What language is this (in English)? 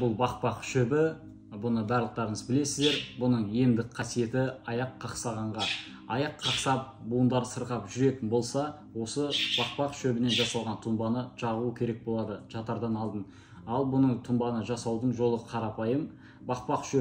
Kazakh